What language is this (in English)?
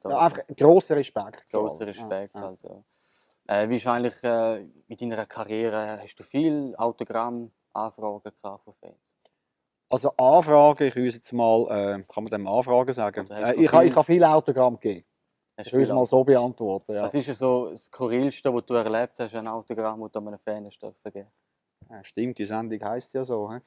Swiss German